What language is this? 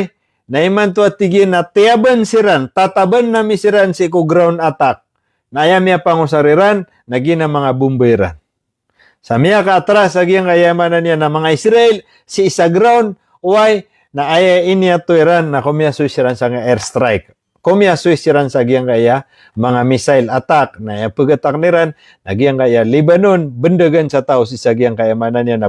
Maranao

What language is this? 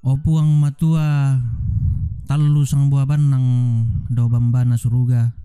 Toraja-Sa'dan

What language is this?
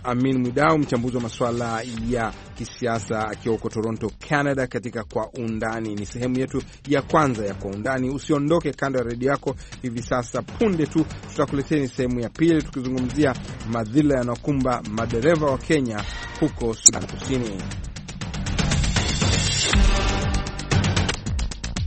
Swahili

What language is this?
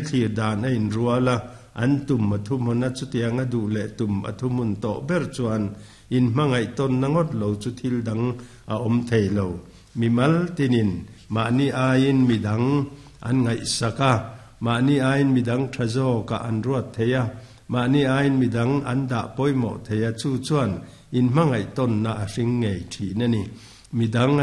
Mizo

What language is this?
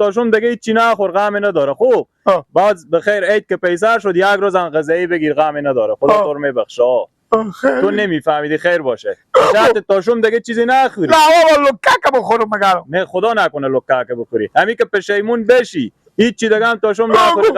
Persian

